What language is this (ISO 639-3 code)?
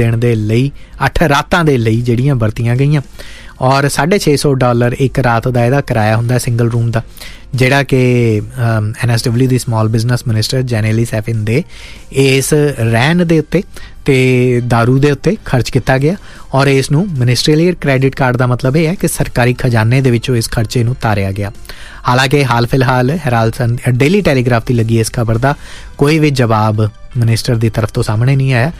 pan